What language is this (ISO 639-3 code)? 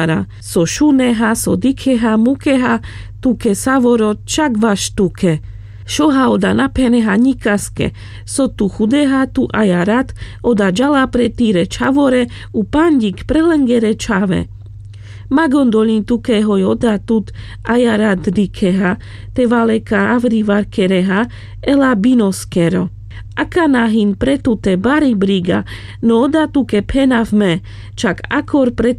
rmc